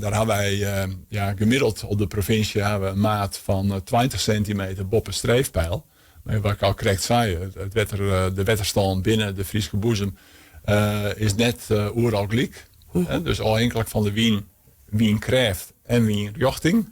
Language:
Western Frisian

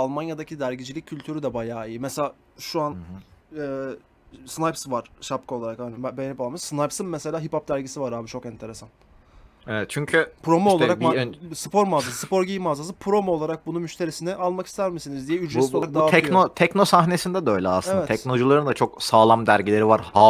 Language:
Turkish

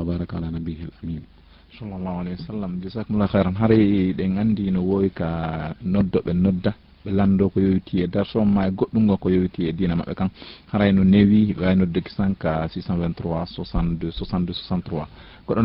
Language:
Fula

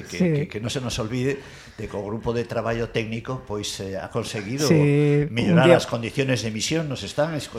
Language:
Galician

